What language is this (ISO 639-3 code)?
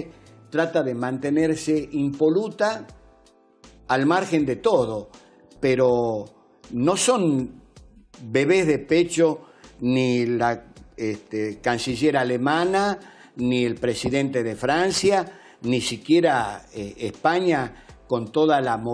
spa